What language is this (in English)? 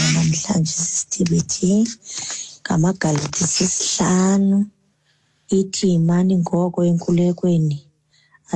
Xhosa